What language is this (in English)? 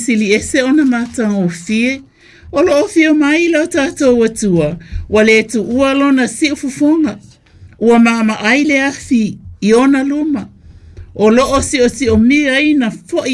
Samoan